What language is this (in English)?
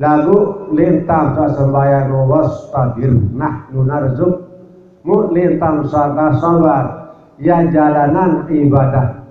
Sasak